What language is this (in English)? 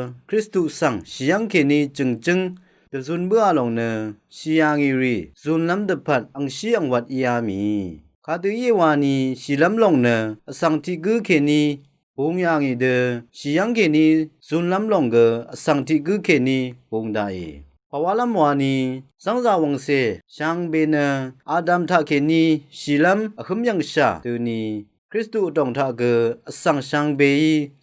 Rawang